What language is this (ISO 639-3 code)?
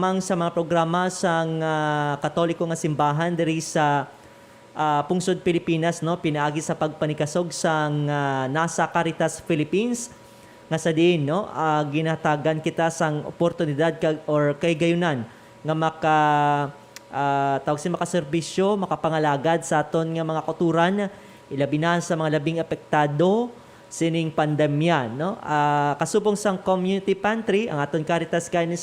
hil